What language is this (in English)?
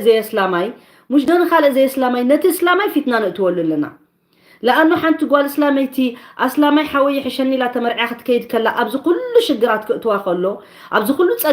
Tigrinya